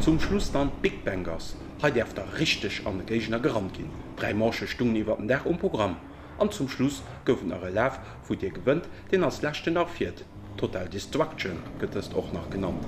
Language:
Luxembourgish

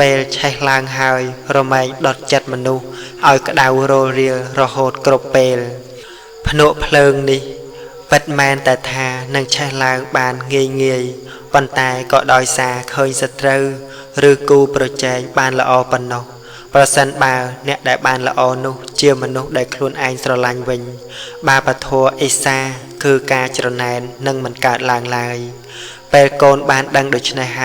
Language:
Khmer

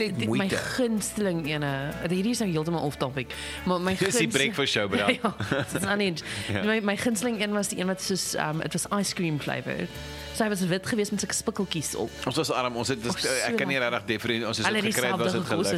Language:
Afrikaans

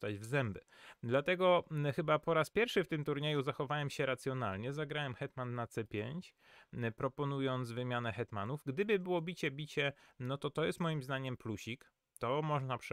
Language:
Polish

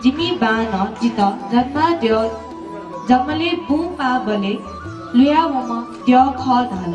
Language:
Newari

